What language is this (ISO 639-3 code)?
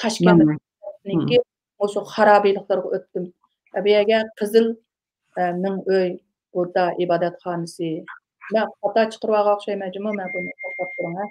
uig